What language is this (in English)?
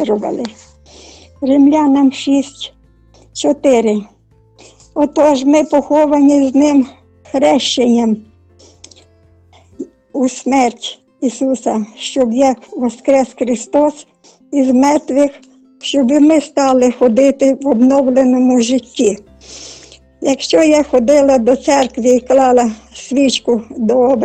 Ukrainian